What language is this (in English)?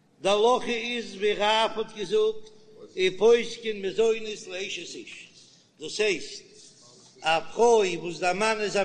Yiddish